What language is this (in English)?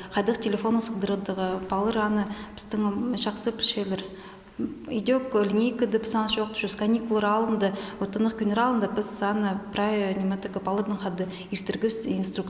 Khakas